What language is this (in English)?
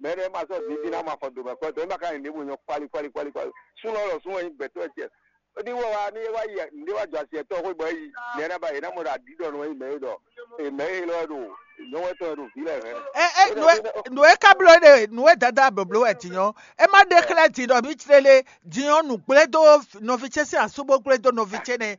Fon